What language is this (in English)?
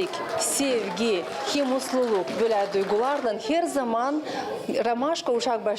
Gagauz